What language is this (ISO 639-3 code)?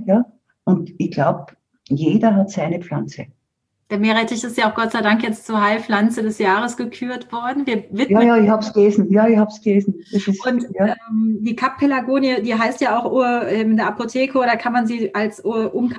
deu